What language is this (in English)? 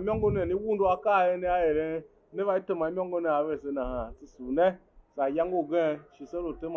Tiv